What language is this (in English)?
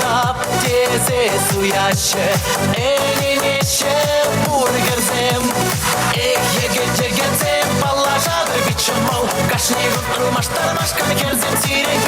Chuvash